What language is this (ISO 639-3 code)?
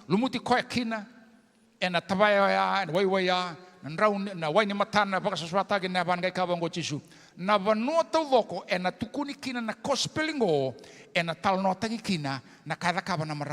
fij